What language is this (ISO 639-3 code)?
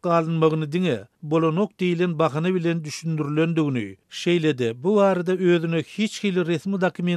tuk